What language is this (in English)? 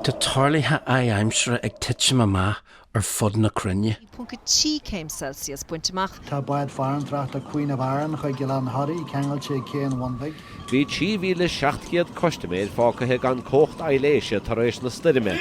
Irish